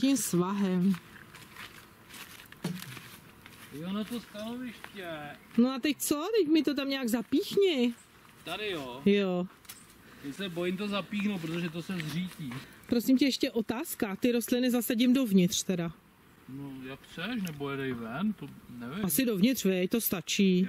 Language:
Czech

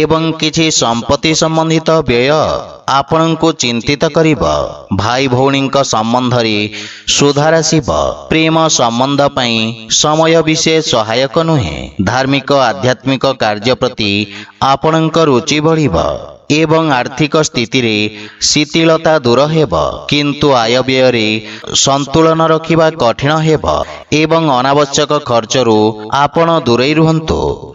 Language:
Odia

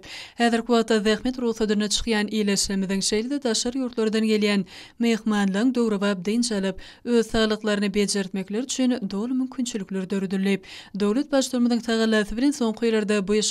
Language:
Turkmen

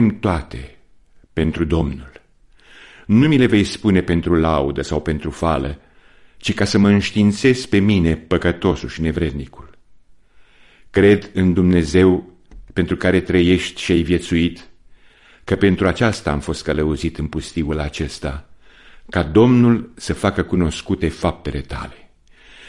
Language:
Romanian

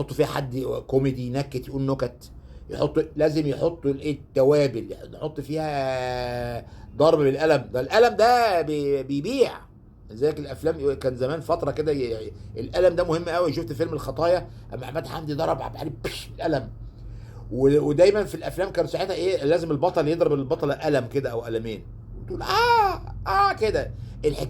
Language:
Egyptian Arabic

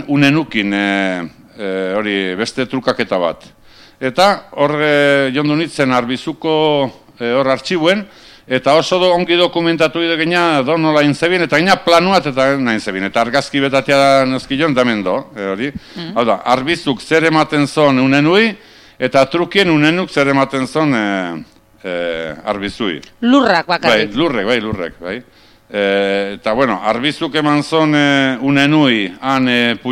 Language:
Basque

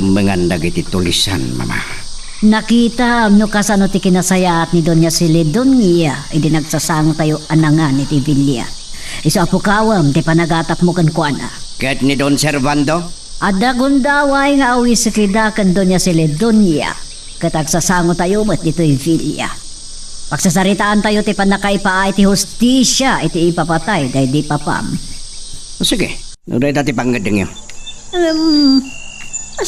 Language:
Iloko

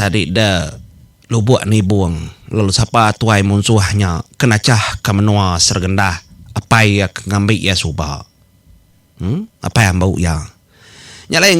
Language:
Iban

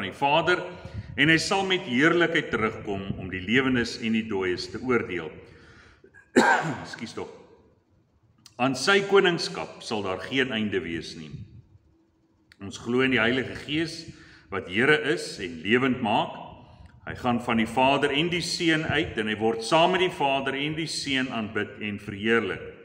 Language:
Afrikaans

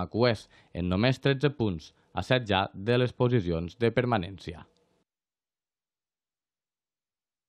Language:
Catalan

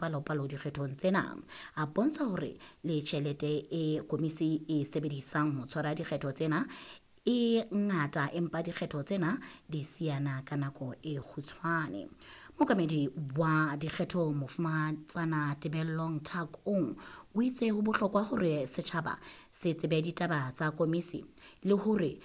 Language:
Southern Sotho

